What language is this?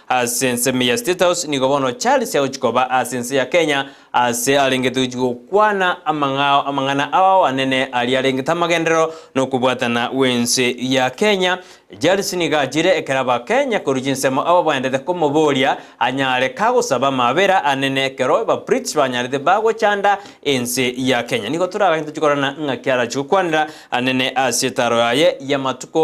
Gusii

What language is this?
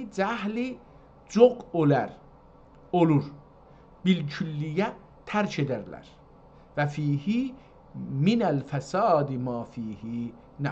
South Azerbaijani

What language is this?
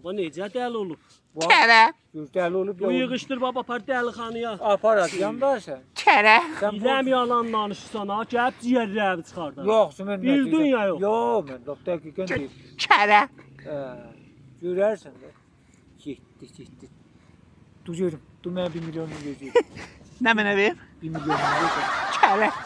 South Azerbaijani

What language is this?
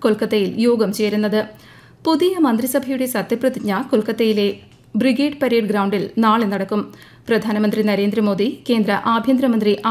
Malayalam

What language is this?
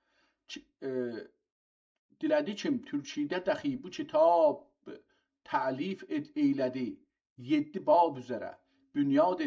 South Azerbaijani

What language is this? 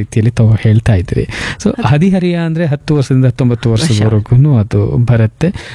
Kannada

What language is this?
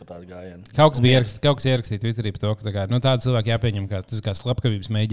Latvian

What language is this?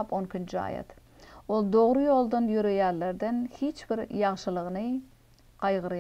Turkmen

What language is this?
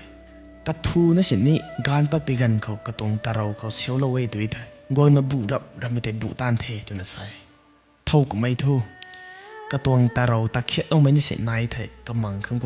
Rongmei Naga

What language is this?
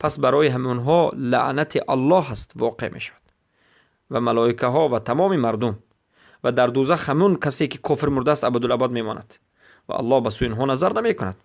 Persian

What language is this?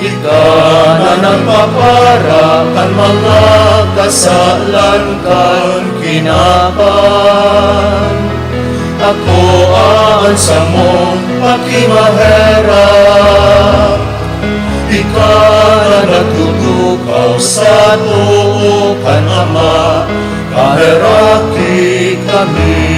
Bikol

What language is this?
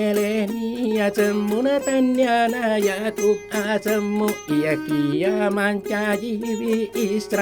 Buginese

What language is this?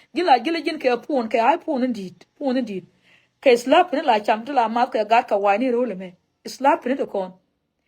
Nuer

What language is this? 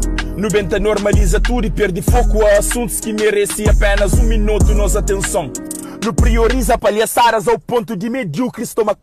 Kabuverdianu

